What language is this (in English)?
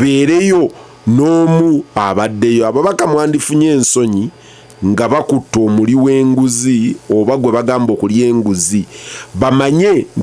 Ganda